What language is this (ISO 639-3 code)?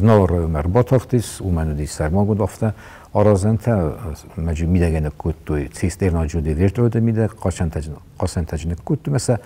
oss